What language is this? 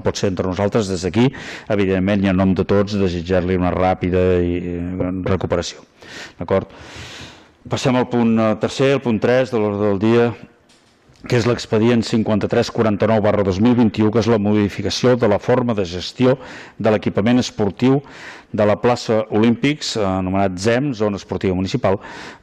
Catalan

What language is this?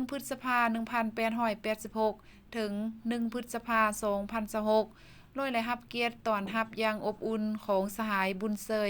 Lao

